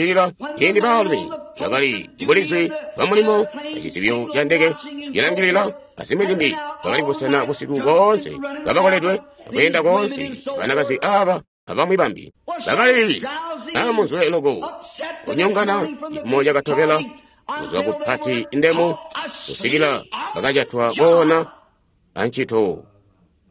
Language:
Tonga (Zambia)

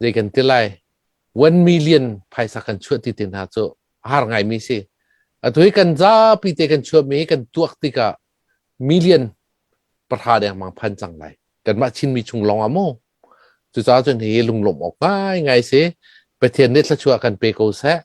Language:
Hakha Chin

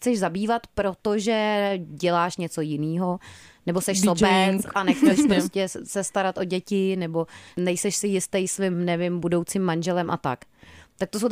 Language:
Czech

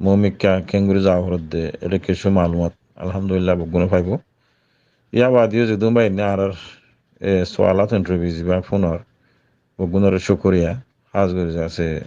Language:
Rohingya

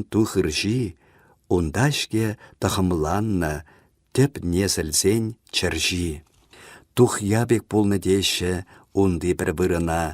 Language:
Chuvash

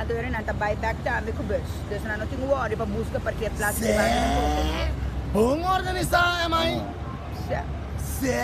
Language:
Papiamento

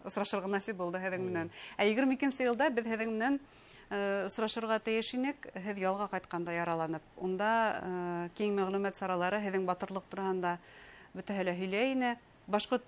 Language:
Bashkir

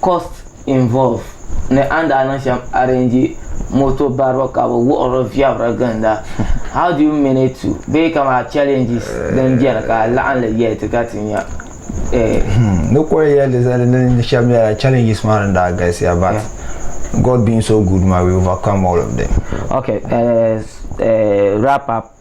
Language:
Dagbani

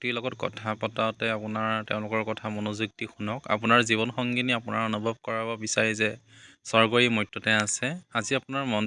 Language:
Assamese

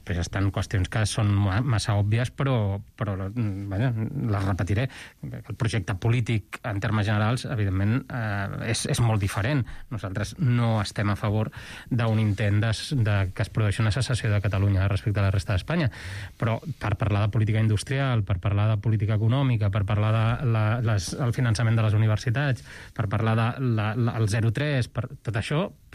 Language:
Catalan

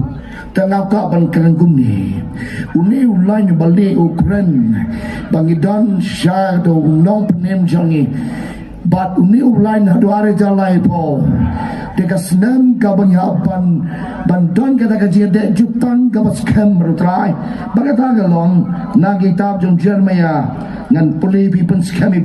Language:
Khasi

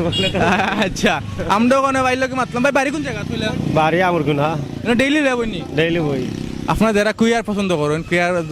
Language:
Sylheti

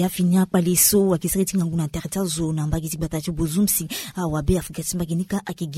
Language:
Sango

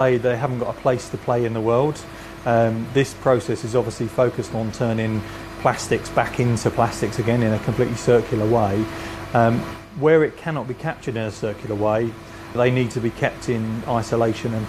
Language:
English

